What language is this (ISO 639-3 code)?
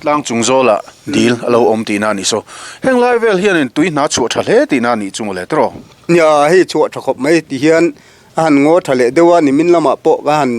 lus